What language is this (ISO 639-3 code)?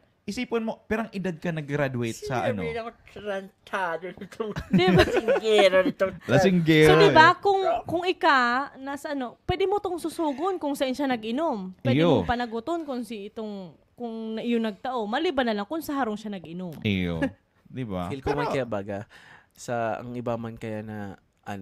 bik